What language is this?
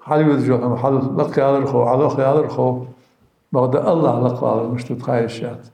Ingush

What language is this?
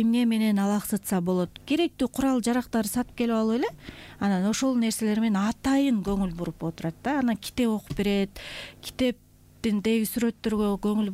Kyrgyz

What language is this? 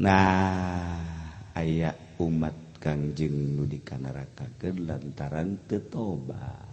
Sundanese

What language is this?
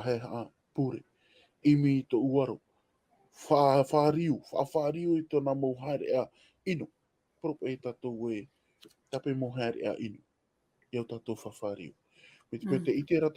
Tahitian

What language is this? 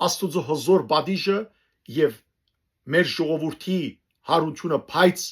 Western Armenian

